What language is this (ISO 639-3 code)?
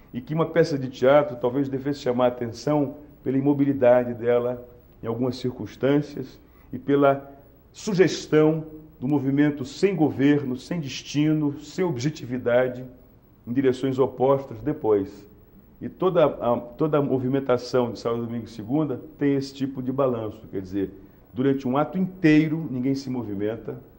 por